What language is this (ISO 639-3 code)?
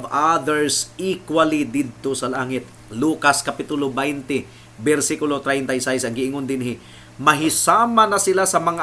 ceb